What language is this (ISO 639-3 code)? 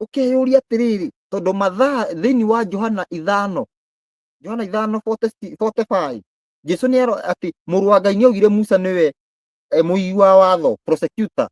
kik